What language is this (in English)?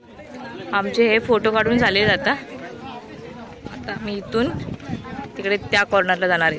Marathi